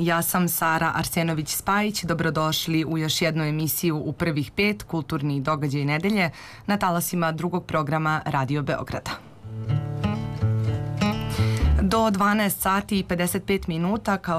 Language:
Serbian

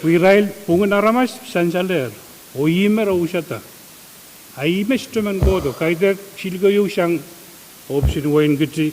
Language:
Pohnpeian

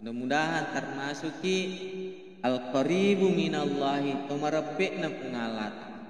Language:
Buginese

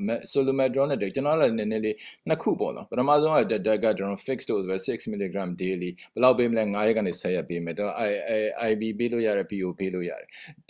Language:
Burmese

